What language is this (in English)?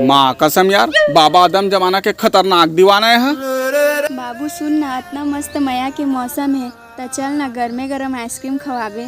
Chhattisgarhi